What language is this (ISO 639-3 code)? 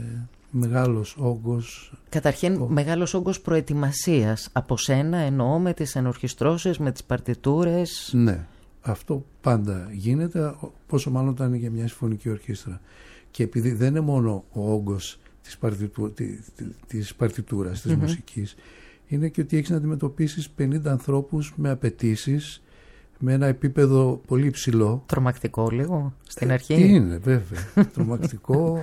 ell